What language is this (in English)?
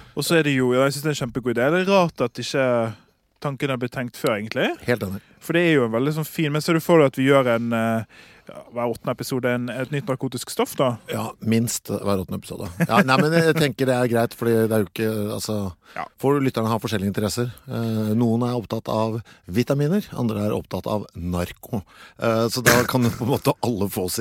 Norwegian